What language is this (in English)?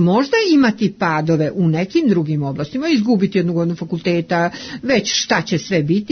Serbian